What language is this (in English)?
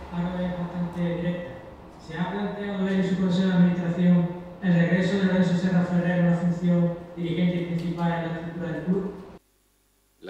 Spanish